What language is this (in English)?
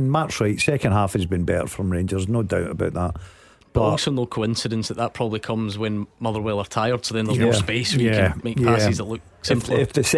English